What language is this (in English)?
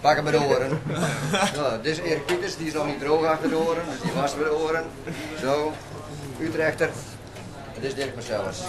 Western Frisian